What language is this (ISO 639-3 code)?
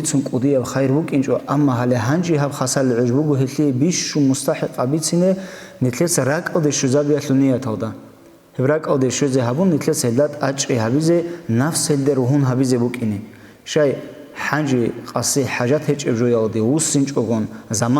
ava